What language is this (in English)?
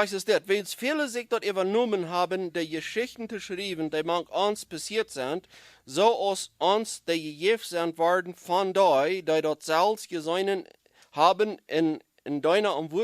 Plautdietsch